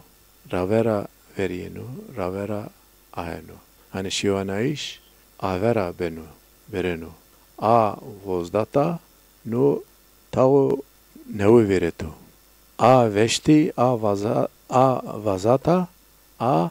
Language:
Zaza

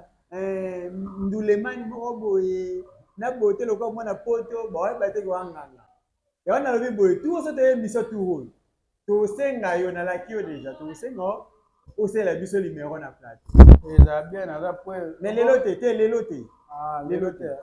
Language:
Lingala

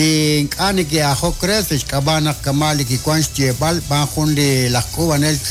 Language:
Kekchí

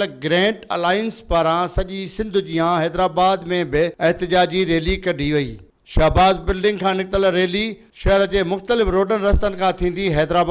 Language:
Sindhi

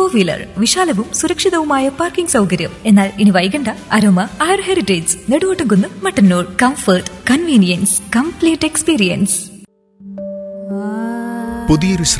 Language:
Malayalam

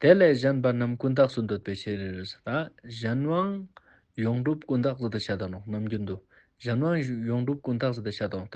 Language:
Ladakhi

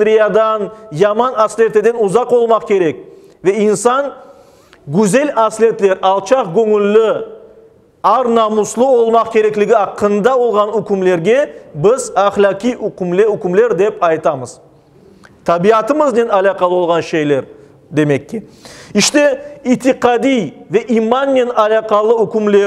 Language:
Crimean Tatar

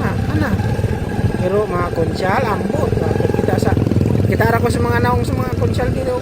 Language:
Cebuano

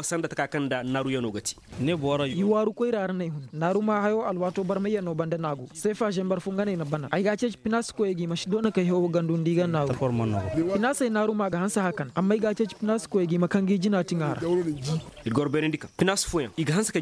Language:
Koyraboro Senni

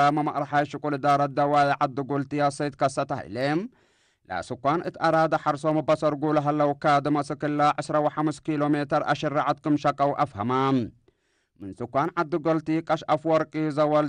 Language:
Tigre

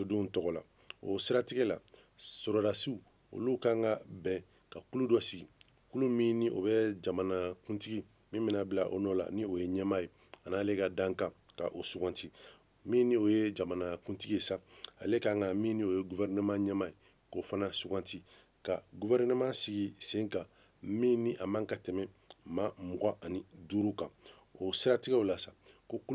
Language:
Bambara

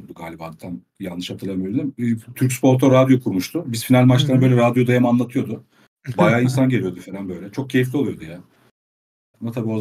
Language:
Turkish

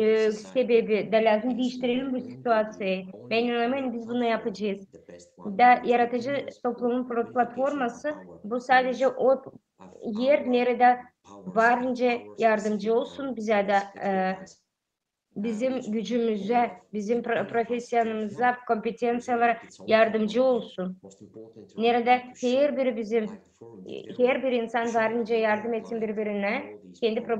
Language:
Gagauz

